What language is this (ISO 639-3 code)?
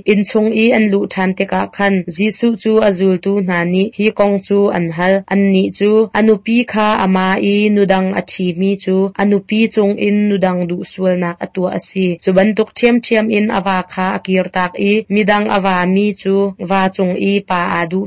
cnh